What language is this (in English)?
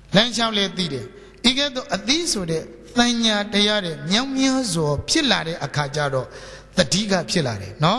Burmese